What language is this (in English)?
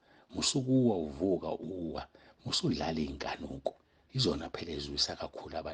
Zulu